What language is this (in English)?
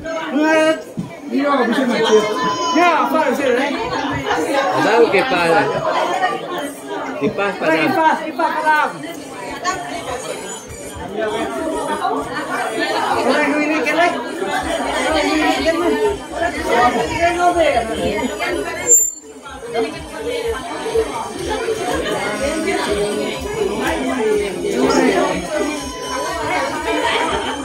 Malay